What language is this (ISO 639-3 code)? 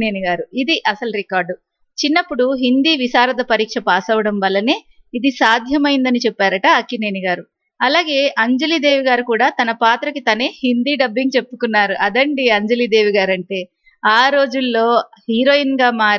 tel